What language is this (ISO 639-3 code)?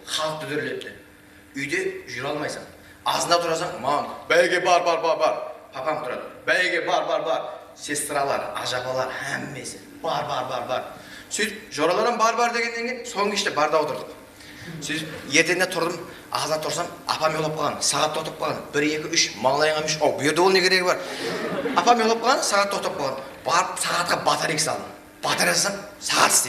kaa